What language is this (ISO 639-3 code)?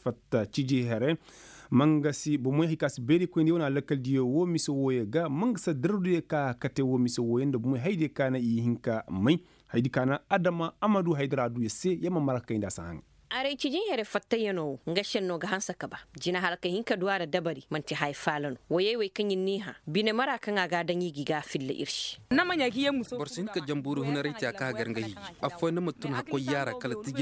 ses